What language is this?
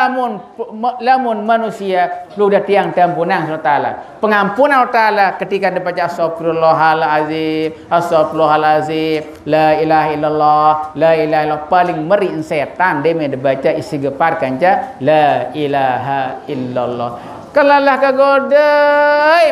Sasak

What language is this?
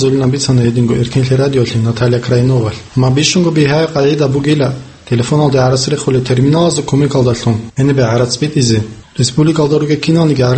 Avaric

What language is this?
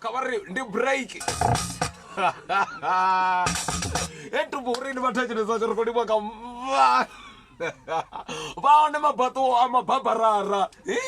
Venda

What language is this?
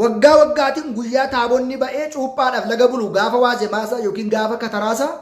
Oromo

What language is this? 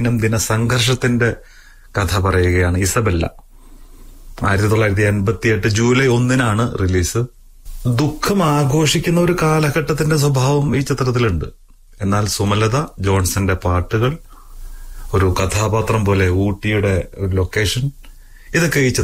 Malayalam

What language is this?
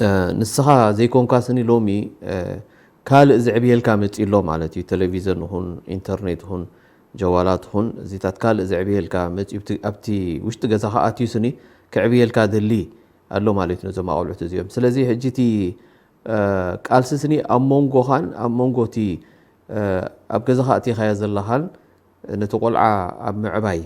Tigrinya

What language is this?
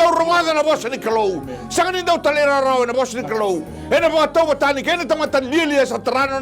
Fijian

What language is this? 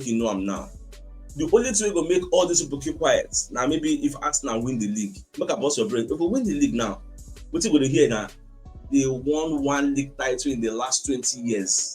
Nigerian Pidgin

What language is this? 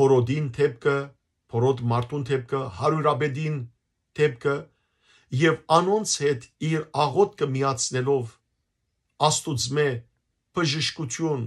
Western Armenian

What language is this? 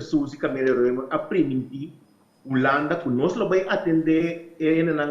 Papiamento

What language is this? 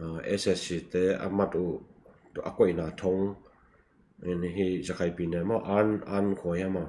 Tedim Chin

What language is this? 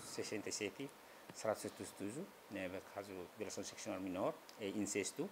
Tetum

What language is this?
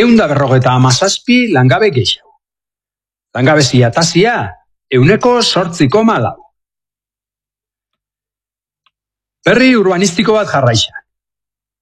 Basque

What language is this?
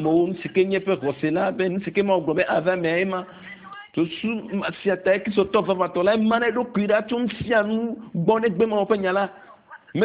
Ewe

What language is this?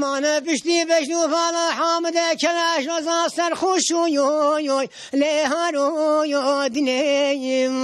Kurdish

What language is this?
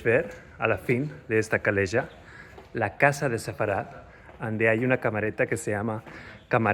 Ladino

